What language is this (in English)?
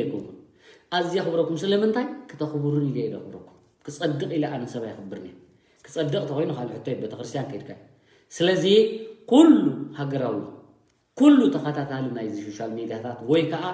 Tigrinya